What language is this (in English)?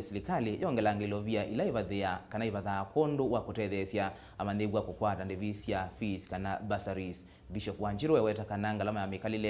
Kamba